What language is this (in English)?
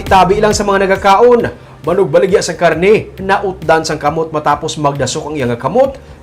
Hiligaynon